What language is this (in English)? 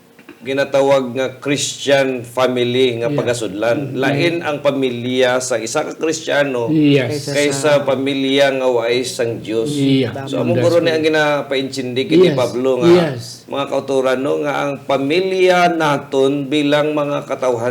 Hiligaynon